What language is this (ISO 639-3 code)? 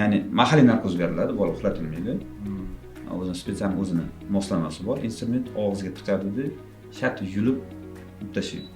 uzb